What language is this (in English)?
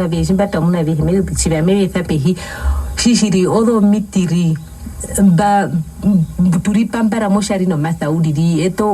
Herero